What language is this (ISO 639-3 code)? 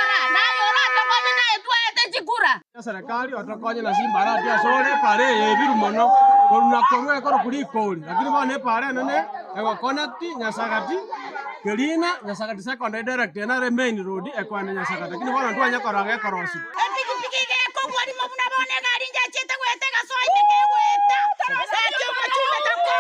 guz